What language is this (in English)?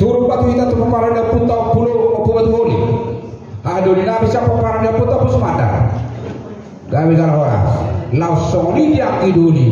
Batak Toba